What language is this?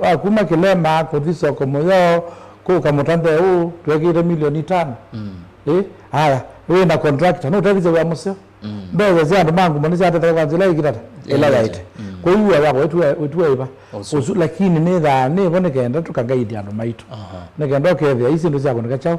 Kamba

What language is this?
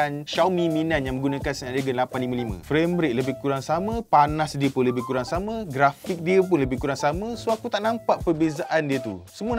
Malay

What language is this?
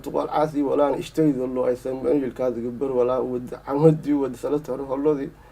Tigrinya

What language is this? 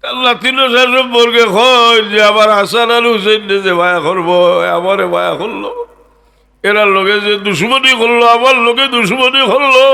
Sylheti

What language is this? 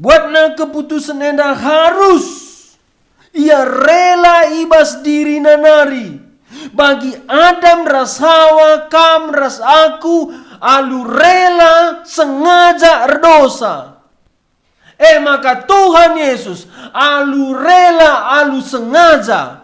Batak Karo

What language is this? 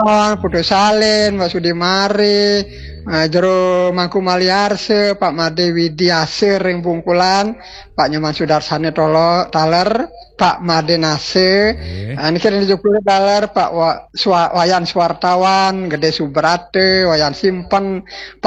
Balinese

